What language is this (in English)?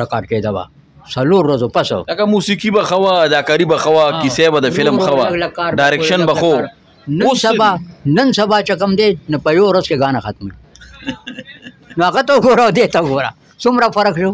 Pashto